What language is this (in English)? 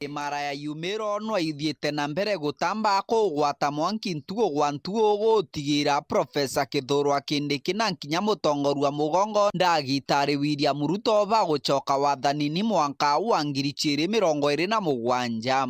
Meru